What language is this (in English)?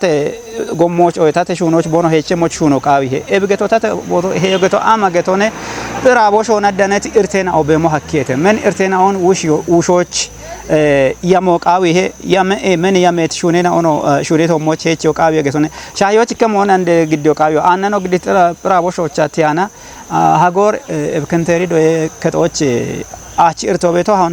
Kafa